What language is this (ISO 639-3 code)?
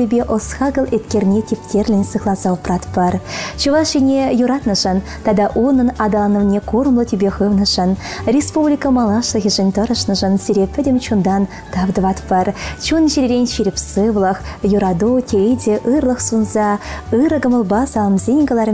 chv